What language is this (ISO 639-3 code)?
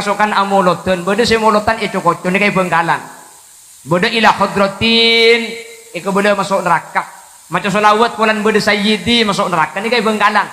mad